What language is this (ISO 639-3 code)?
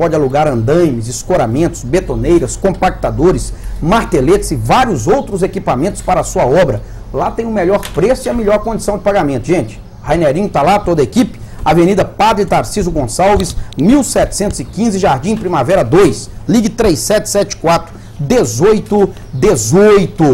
por